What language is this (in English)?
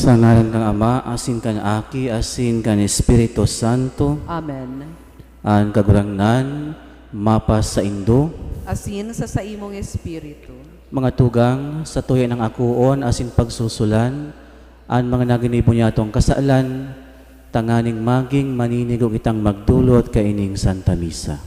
Bikol